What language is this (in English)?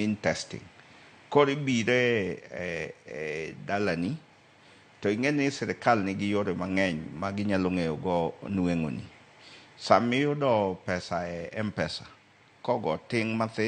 Luo (Kenya and Tanzania)